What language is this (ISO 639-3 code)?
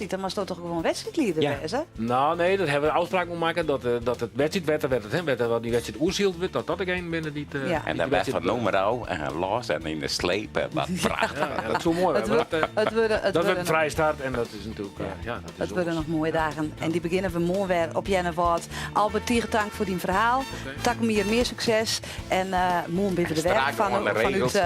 fry